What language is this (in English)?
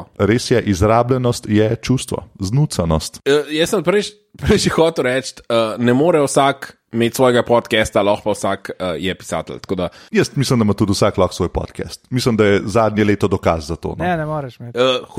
Slovenian